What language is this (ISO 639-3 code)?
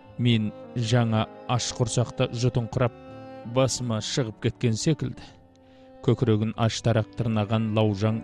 kaz